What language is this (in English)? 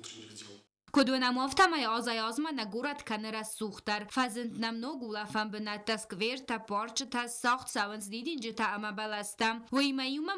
Ossetic